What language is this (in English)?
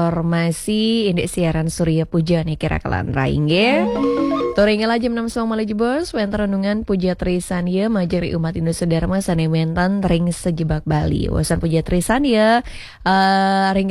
Balinese